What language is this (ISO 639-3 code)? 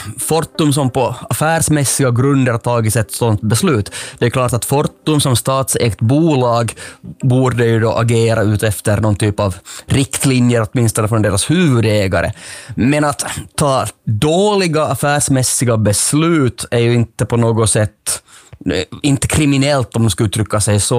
swe